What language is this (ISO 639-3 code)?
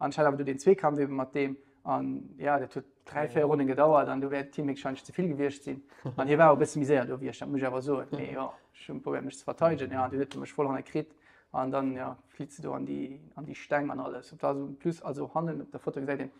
ltz